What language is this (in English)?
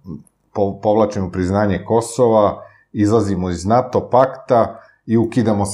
Serbian